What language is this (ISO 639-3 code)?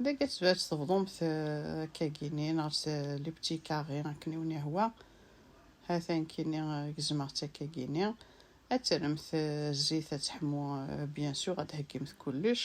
kab